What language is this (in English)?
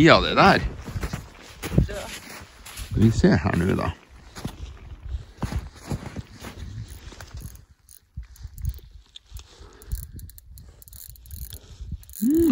Norwegian